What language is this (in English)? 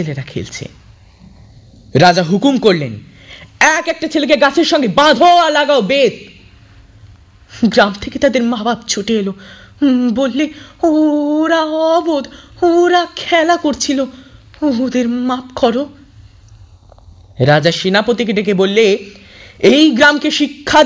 Bangla